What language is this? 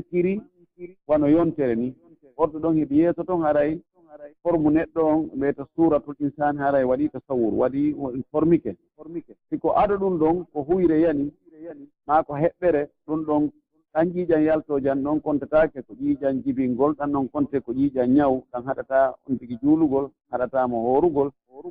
Pular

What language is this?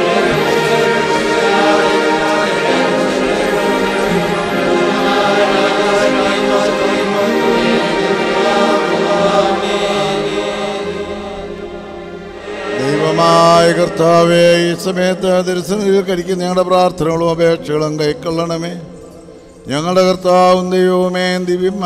Malayalam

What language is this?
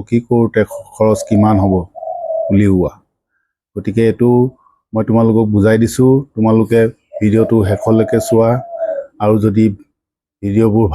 Assamese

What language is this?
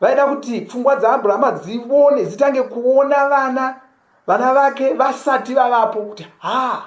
Shona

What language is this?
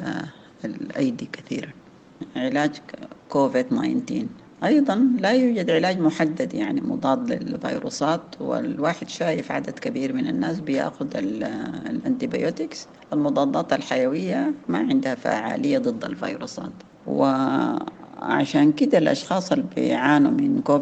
Sudanese Arabic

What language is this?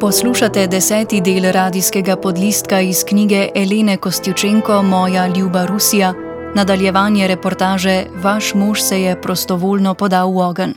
Slovenian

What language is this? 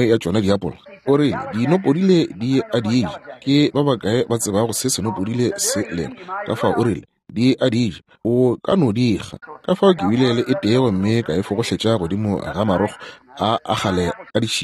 Northern Sotho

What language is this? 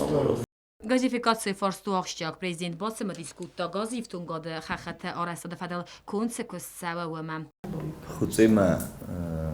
Ossetic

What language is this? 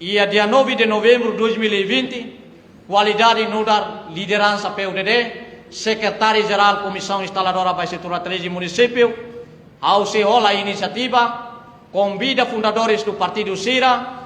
Tetum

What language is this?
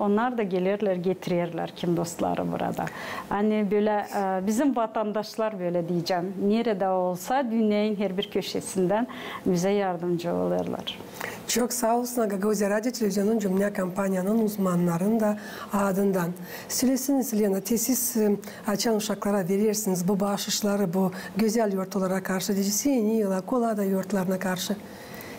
Gagauz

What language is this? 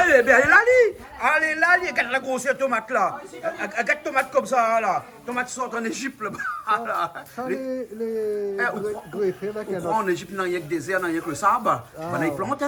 Réunion Creole French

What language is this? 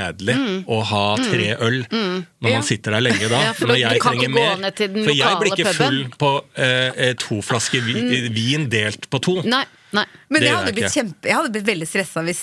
Norwegian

